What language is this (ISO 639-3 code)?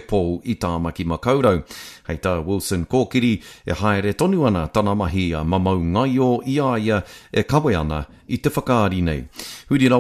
mri